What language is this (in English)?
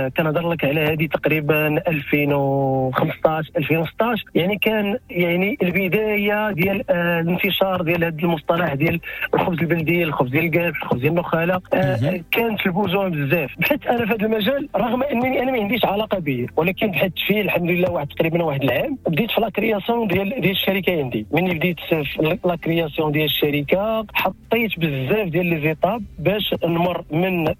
Moroccan Arabic